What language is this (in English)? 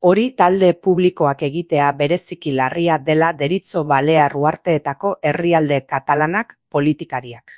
Basque